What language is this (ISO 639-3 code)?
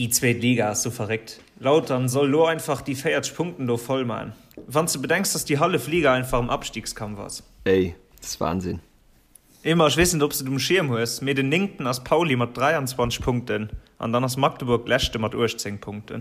ltz